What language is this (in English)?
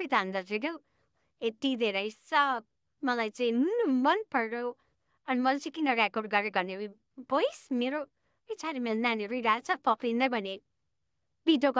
Nepali